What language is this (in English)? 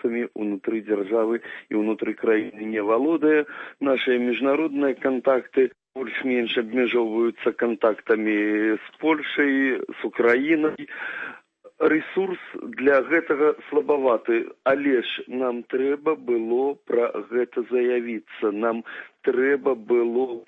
Belarusian